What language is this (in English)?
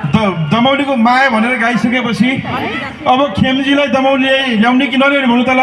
Nepali